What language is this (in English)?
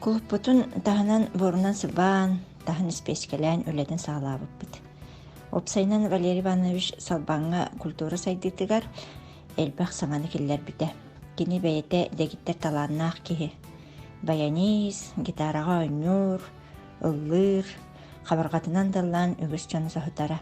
Yakut